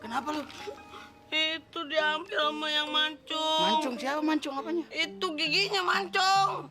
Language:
Betawi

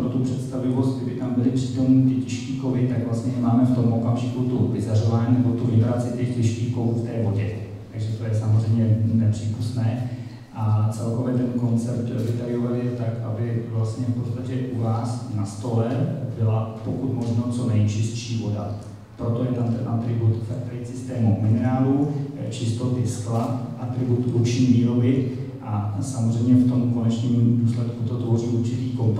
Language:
Czech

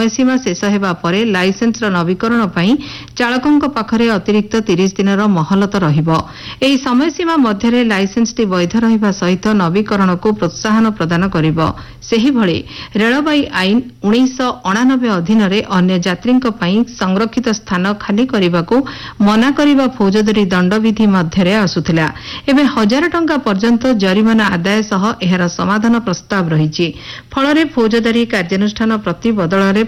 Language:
Odia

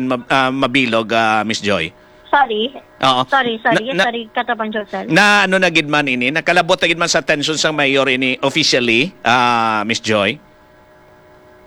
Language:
Hiligaynon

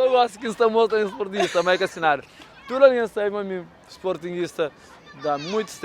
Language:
Kabuverdianu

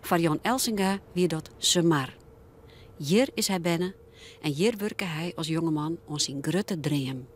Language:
Western Frisian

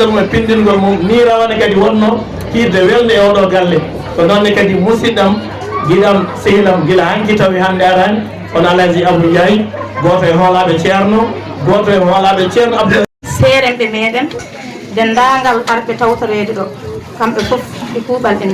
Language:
Fula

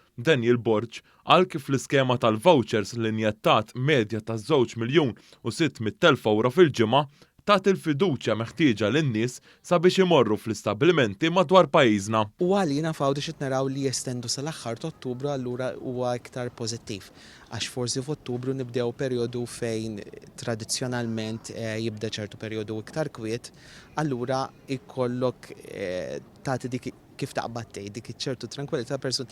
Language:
Maltese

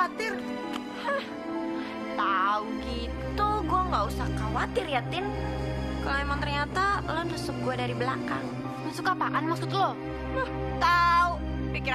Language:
Indonesian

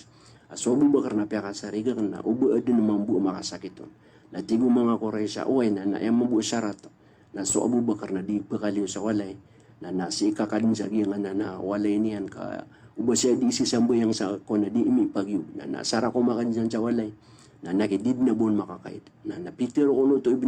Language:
Maranao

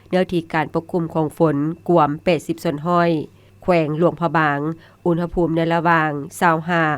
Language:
Lao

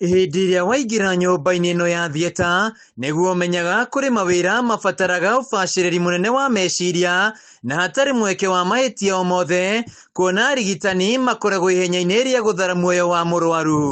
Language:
Kikuyu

